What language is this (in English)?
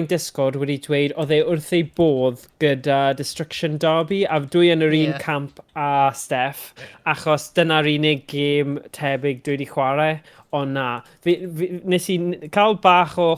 Welsh